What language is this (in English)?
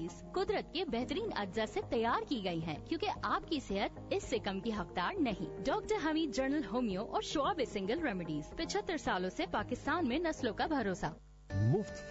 Urdu